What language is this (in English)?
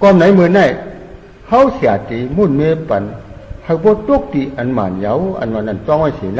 Shan